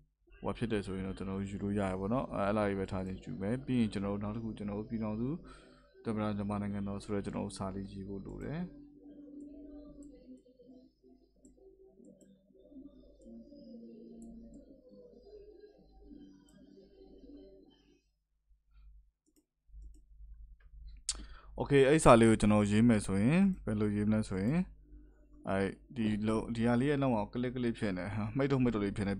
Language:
Burmese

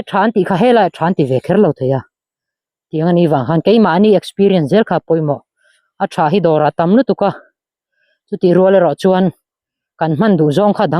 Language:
Mizo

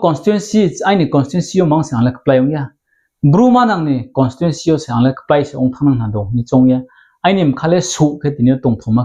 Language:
Riang (India)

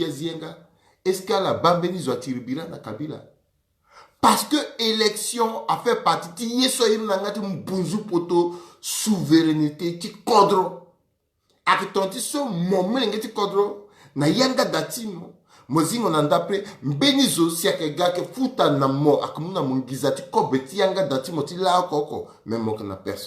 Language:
Sango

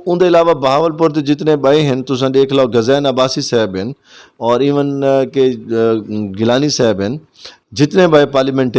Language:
Saraiki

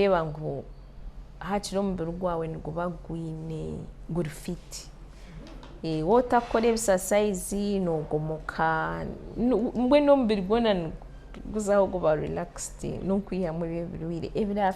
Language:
Nyankole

